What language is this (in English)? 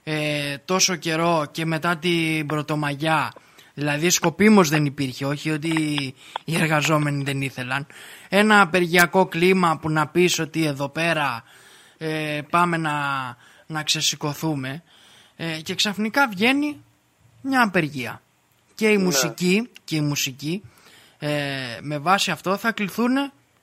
Greek